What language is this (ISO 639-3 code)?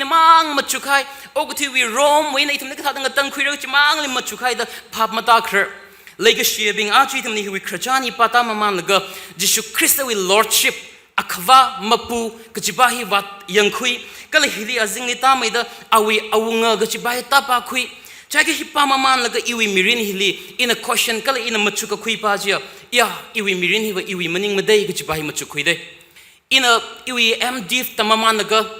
nmf